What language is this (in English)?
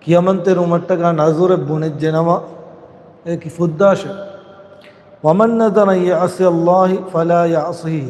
Divehi